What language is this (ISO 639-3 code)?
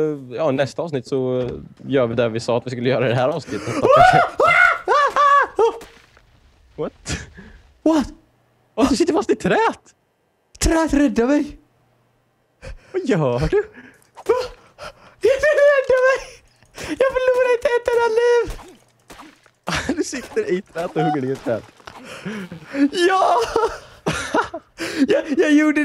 swe